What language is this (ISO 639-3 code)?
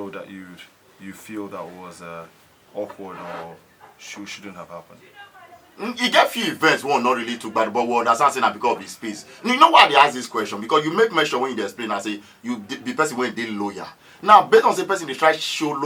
pcm